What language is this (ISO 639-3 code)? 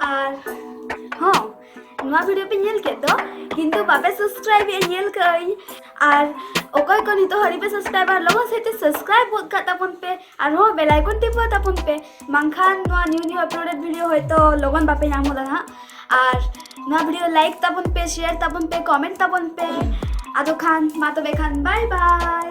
sat